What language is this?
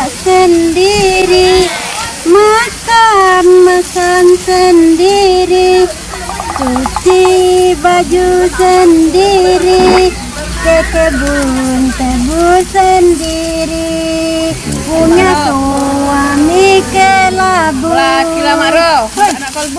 Musi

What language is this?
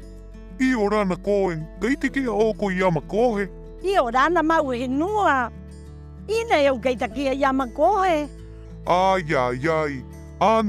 Rapanui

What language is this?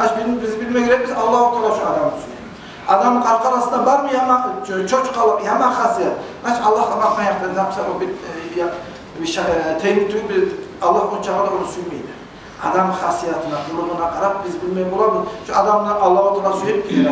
Kumyk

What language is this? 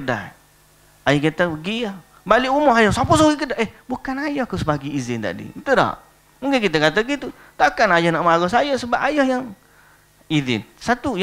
Malay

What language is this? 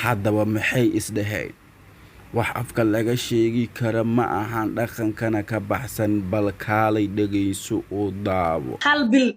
Somali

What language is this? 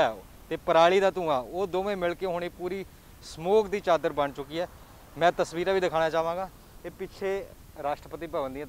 Punjabi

